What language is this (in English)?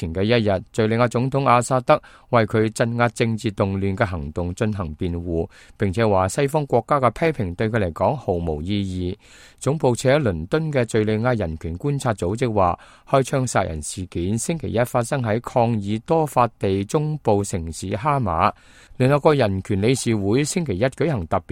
Cantonese